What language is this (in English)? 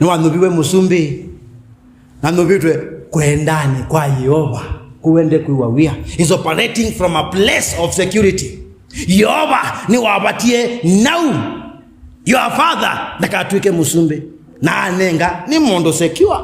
Kamba